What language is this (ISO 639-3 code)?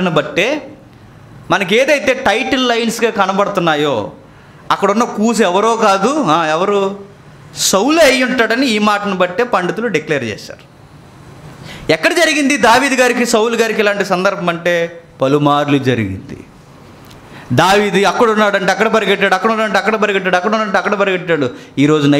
tel